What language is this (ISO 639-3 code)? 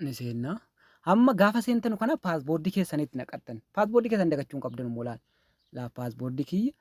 orm